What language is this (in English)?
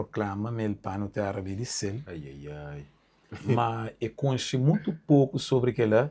Kabuverdianu